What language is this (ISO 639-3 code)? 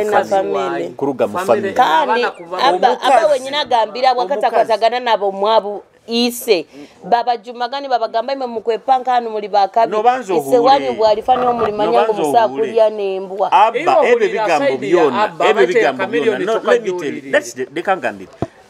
nyo